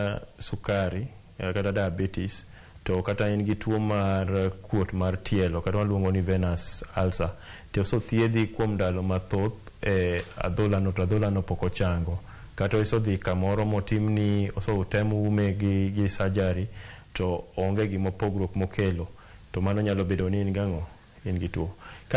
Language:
Luo (Kenya and Tanzania)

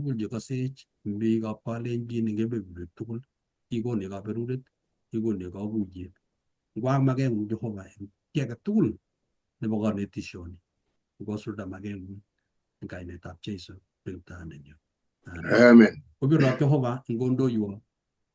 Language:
Kalenjin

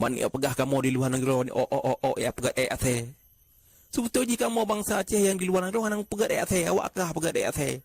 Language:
Achinese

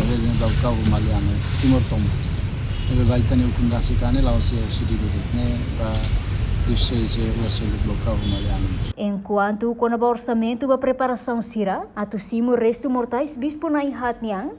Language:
Tetum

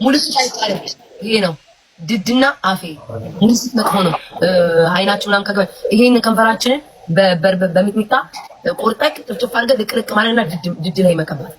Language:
Amharic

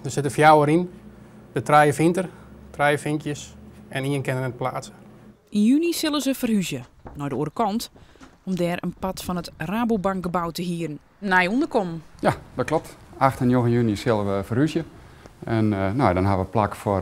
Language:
Western Frisian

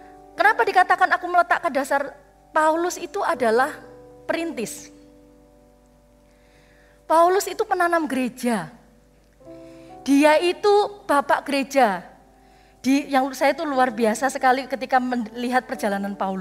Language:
Indonesian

